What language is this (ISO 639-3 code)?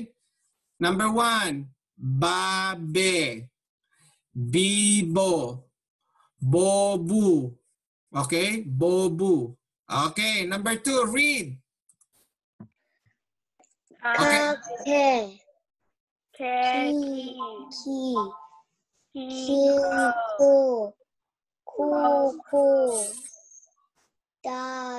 fil